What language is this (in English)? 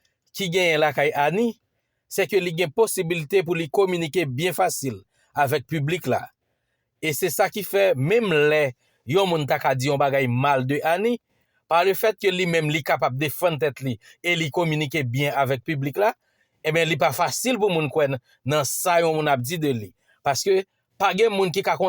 Haitian Creole